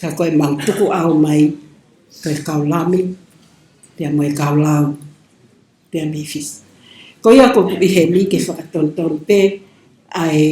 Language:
Tongan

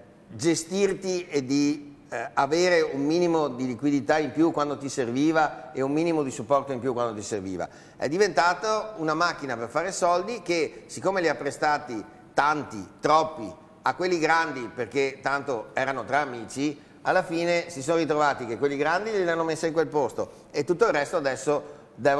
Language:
Italian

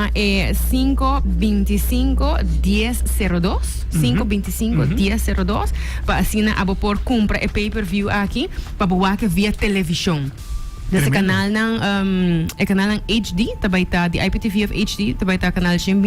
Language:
Papiamento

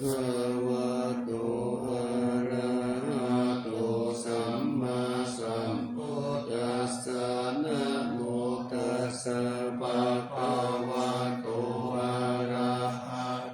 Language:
Pali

